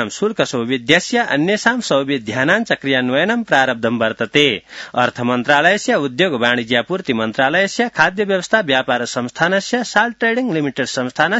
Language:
Sanskrit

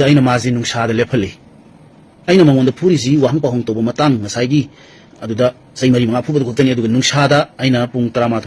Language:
Manipuri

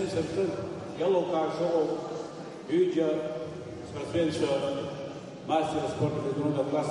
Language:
Abkhazian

